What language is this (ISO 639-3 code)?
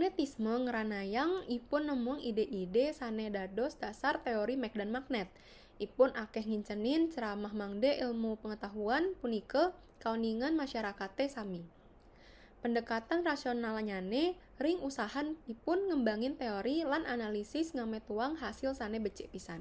ban